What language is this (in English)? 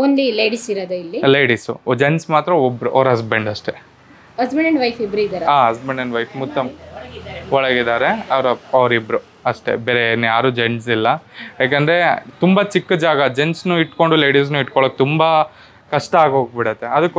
Kannada